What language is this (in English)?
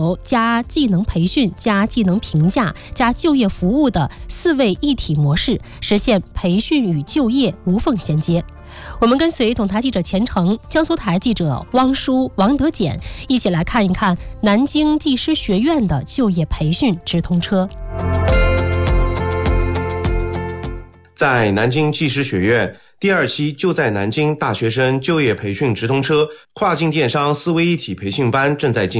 Chinese